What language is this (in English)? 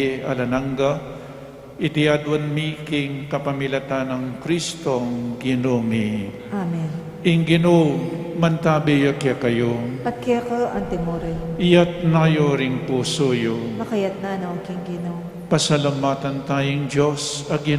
Pampanga